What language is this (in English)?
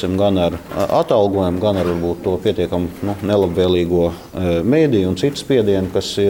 Latvian